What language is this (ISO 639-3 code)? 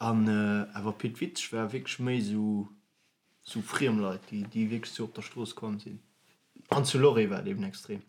ltz